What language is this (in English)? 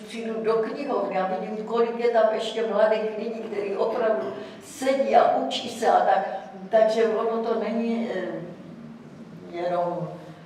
Czech